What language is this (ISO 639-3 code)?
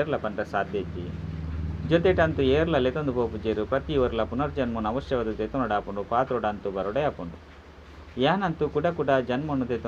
tcy